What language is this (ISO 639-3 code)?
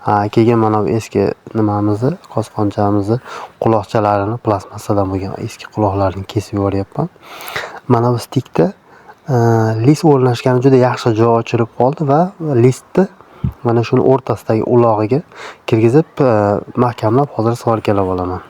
uzb